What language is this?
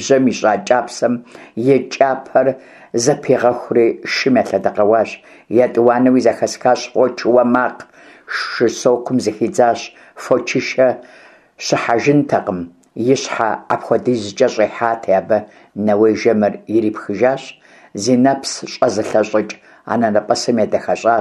Kabardian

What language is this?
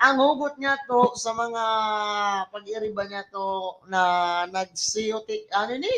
Bikol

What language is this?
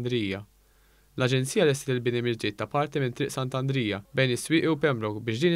Maltese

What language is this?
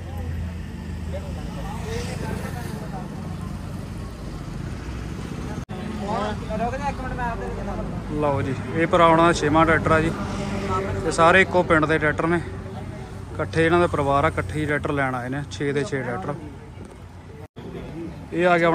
Punjabi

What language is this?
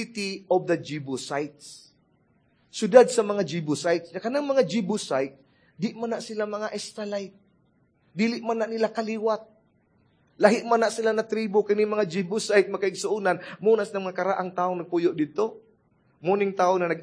Cebuano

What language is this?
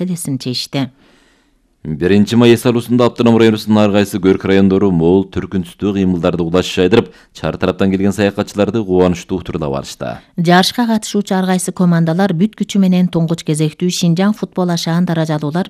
Kyrgyz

